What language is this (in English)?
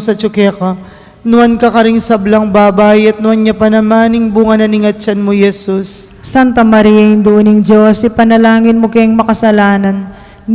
Pampanga